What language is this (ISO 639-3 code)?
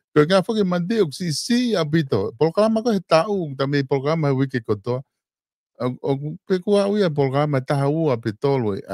ton